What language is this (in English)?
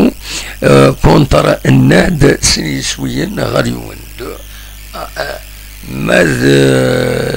Kabyle